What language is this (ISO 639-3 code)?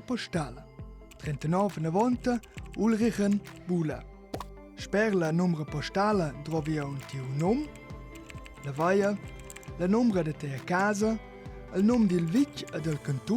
roh